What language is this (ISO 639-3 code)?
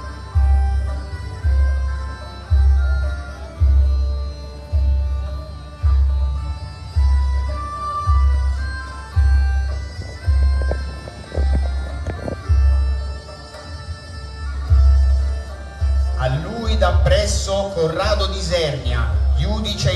ita